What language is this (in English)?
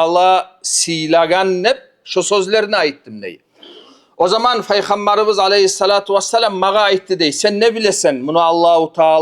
Kumyk